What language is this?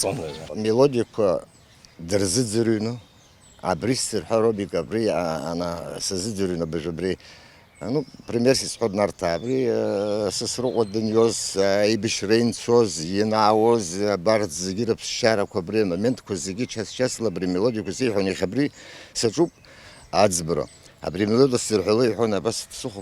Abkhazian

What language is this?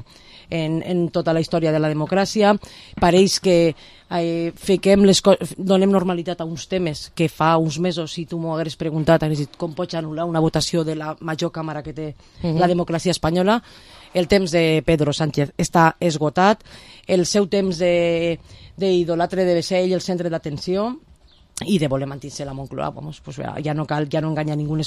Catalan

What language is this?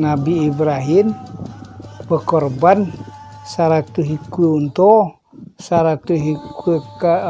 Minangkabau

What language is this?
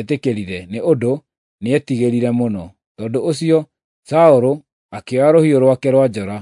Kikuyu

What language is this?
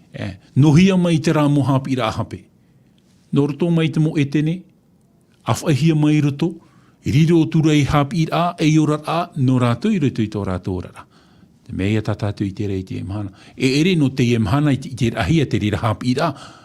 Tahitian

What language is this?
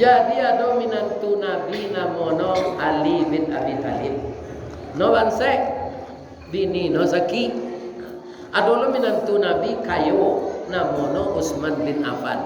Minangkabau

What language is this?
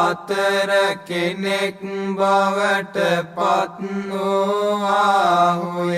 Sinhala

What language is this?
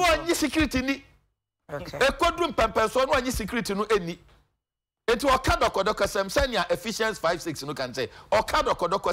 Akan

